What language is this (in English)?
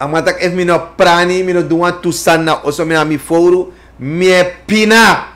Sranan Tongo